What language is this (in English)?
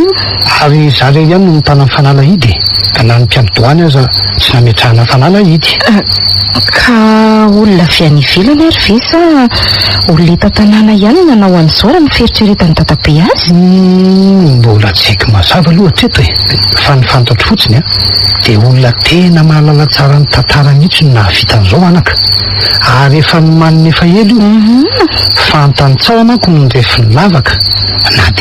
Malagasy